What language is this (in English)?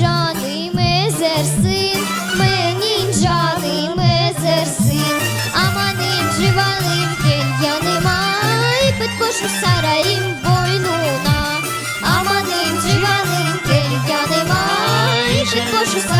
Crimean Tatar